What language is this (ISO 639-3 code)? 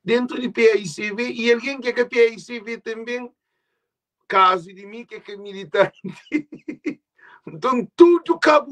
kea